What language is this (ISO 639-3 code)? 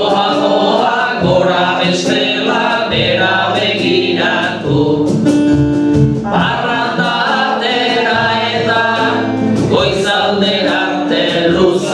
eus